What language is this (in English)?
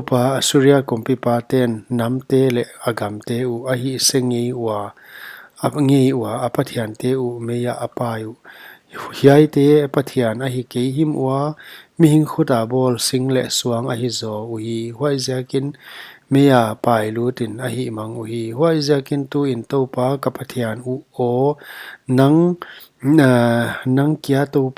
Paite Chin